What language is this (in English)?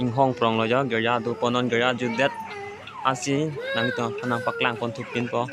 Karbi